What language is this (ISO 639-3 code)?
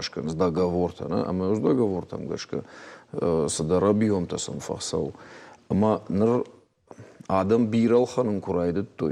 oss